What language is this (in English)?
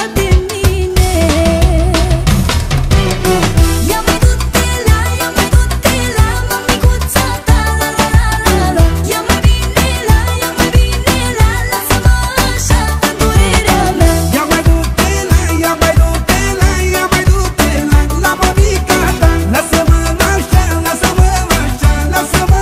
Romanian